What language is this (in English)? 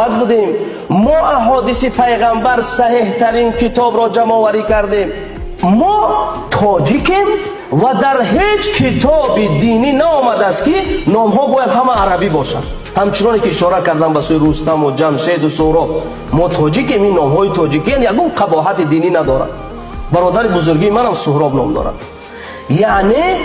Tajik